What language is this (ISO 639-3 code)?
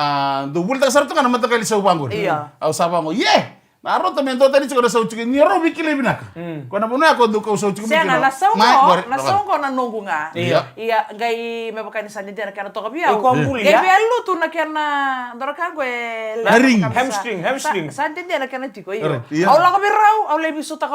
fij